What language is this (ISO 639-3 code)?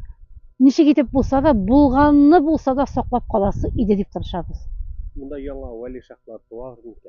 tat